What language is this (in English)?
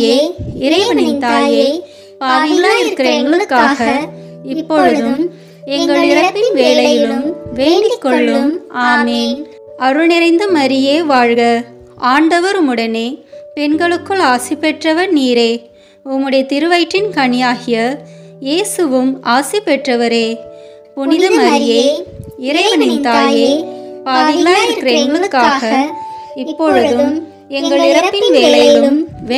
Tamil